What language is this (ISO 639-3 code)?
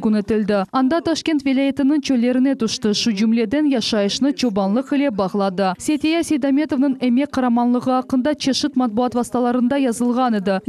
crh